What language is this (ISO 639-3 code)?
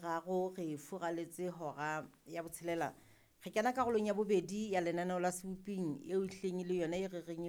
sot